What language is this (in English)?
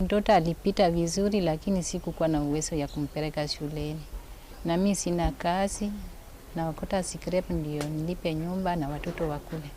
Gusii